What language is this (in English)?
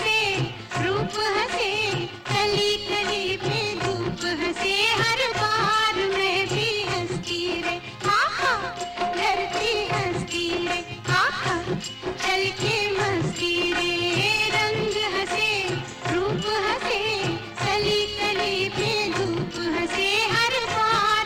Hindi